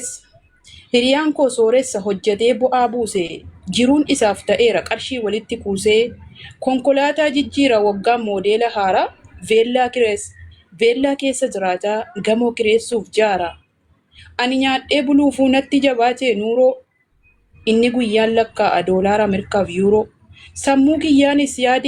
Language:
Oromo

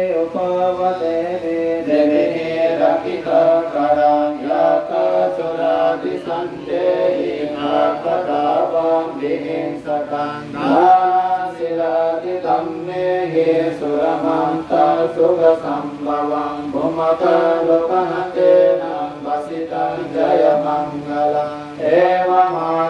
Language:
Pali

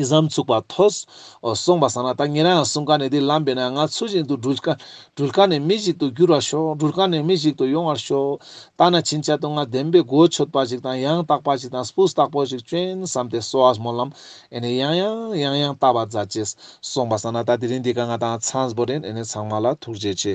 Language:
Ladakhi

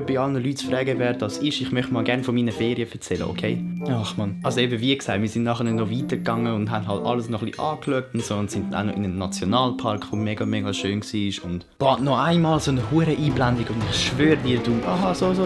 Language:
Swiss German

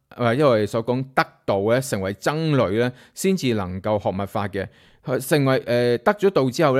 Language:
Cantonese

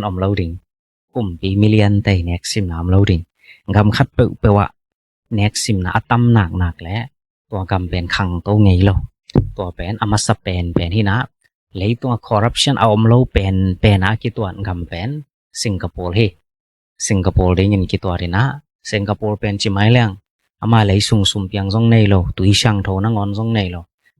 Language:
Tedim Chin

